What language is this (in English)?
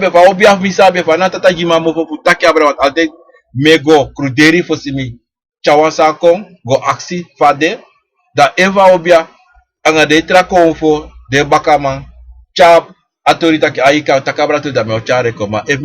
Sranan Tongo